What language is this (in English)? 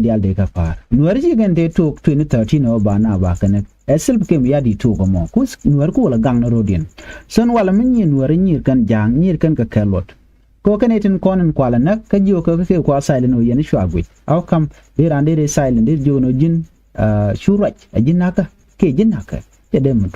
Nuer